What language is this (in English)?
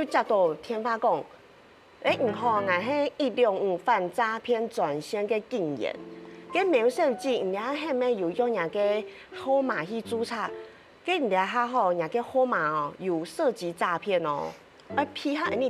Hakka Chinese